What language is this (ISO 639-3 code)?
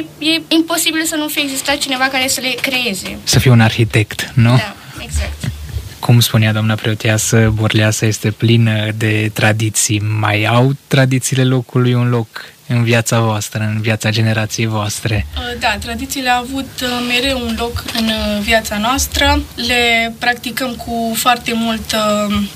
ron